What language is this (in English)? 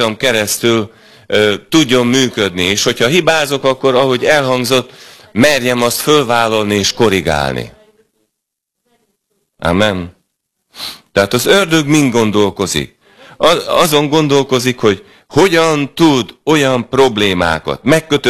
Hungarian